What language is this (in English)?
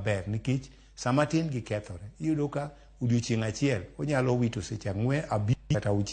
Luo (Kenya and Tanzania)